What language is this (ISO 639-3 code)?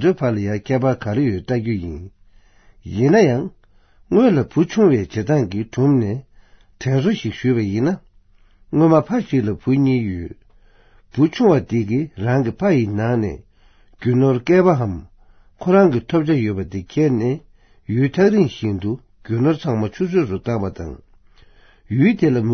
bod